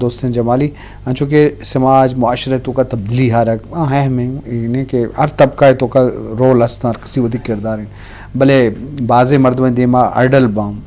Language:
Eastern Balochi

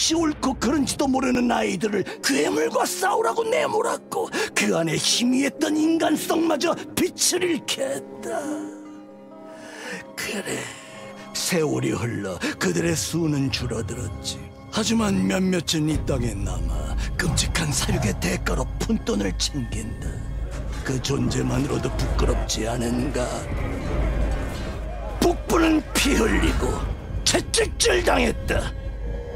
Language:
Korean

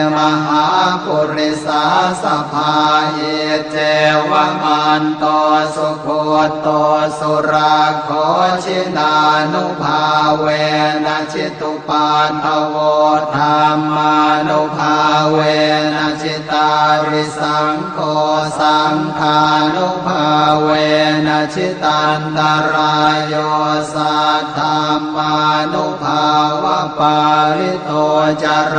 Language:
Pali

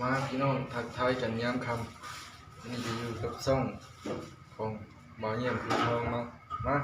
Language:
Lao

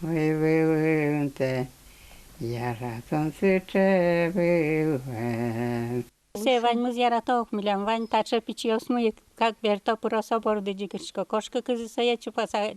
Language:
Udmurt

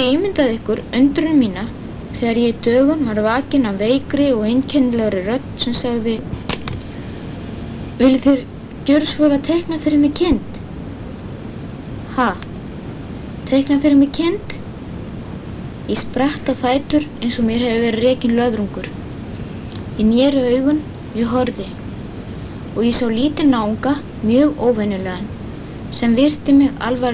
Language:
Icelandic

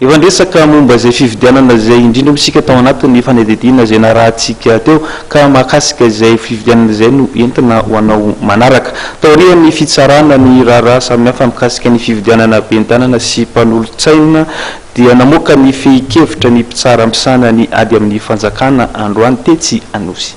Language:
Malagasy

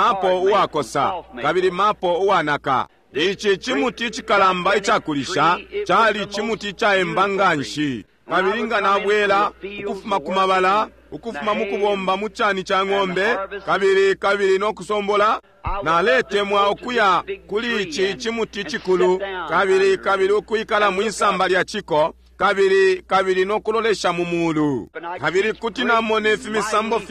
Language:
Bemba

